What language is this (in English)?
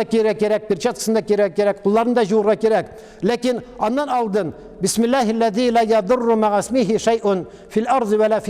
Tatar